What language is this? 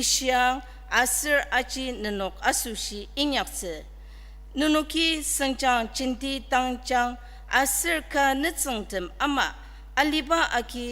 Ao Naga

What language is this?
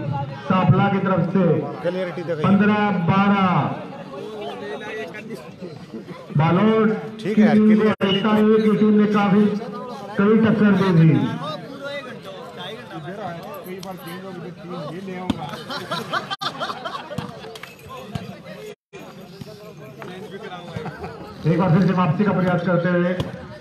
Hindi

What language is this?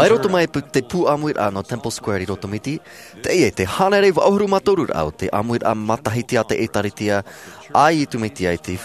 Tahitian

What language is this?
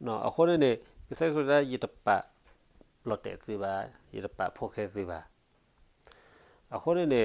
S'gaw Karen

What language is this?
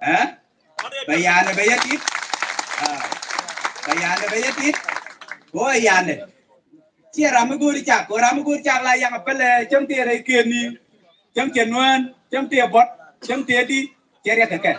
Nuer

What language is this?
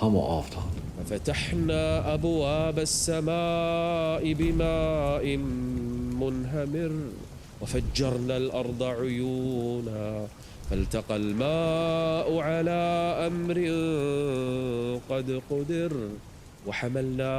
Kurdish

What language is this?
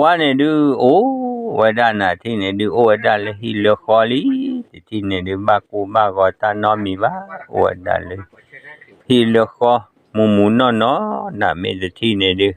S'gaw Karen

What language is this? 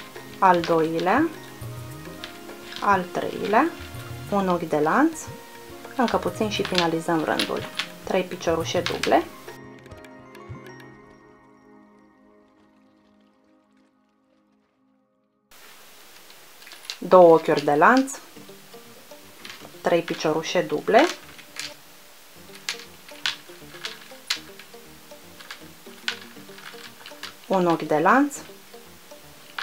Romanian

